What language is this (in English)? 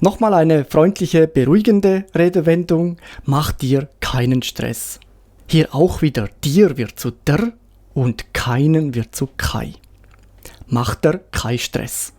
Swiss German